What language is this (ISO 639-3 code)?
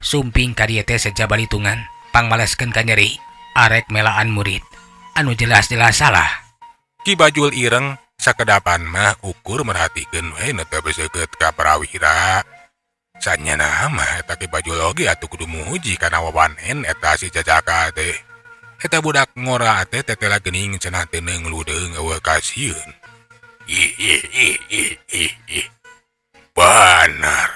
sun